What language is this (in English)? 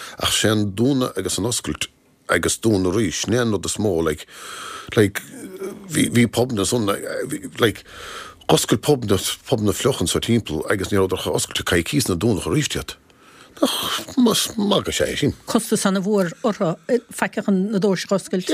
Irish